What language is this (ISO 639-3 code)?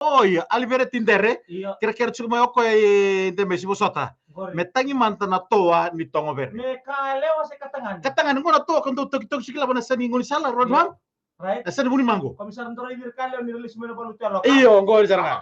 fij